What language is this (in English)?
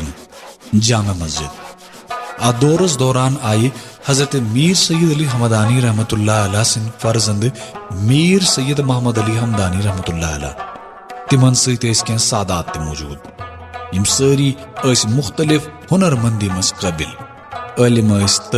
Kashmiri